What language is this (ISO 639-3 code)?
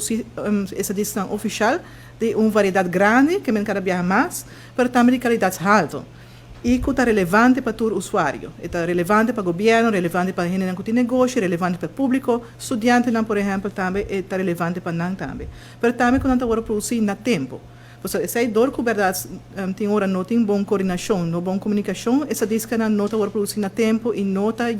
pap